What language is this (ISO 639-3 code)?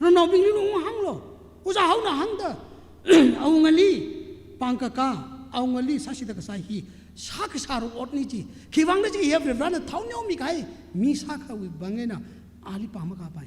nmf